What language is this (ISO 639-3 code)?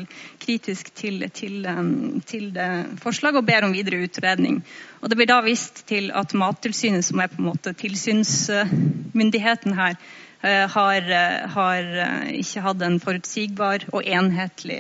nor